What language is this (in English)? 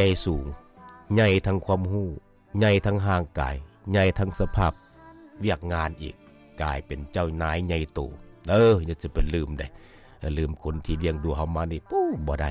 Lao